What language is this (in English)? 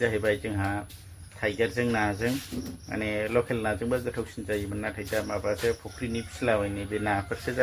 Bodo